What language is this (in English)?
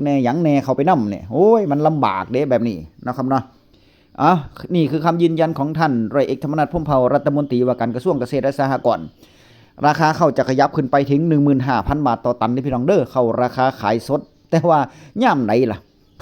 Northeastern Thai